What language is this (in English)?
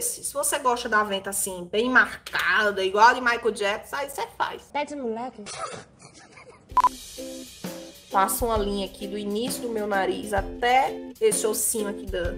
Portuguese